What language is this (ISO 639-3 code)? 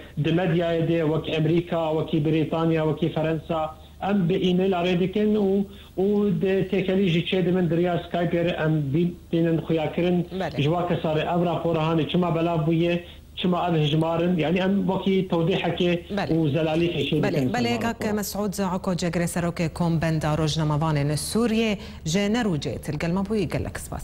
kur